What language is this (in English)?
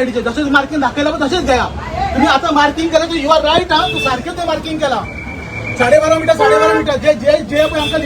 Konkani